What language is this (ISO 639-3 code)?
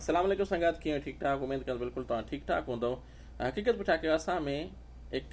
snd